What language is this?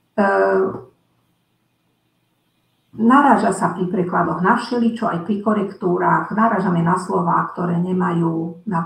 Slovak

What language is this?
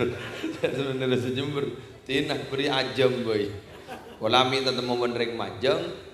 Madurese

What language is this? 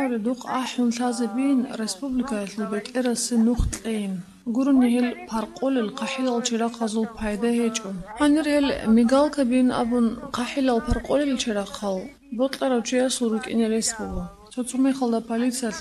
Avaric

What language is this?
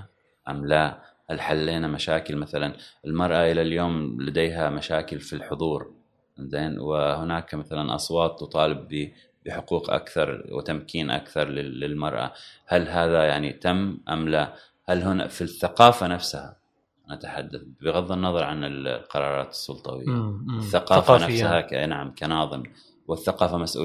Gulf Arabic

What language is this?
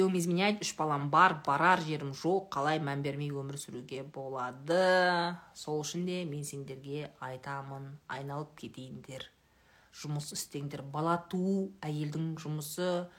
Kazakh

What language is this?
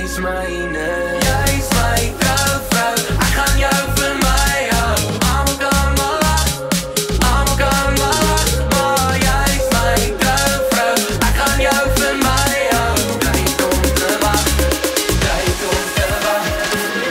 Afrikaans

